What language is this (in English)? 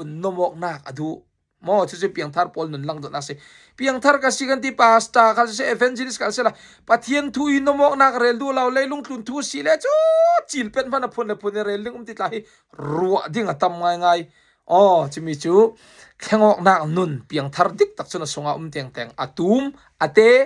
Falam Chin